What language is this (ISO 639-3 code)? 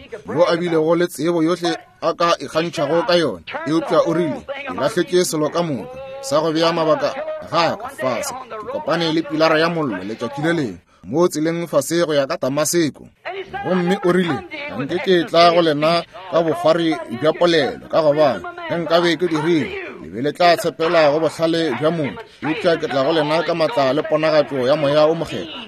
nso